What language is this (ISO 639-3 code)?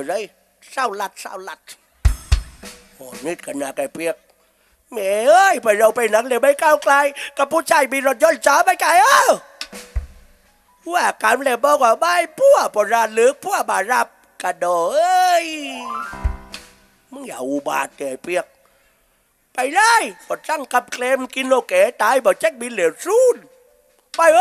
tha